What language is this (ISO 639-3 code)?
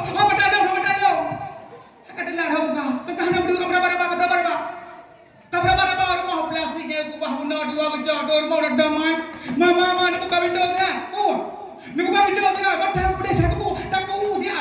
ace